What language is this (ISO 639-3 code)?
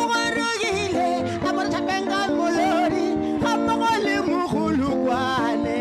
tsn